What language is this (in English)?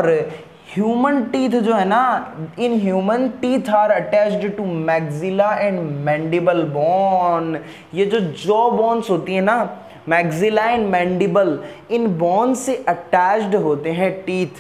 Hindi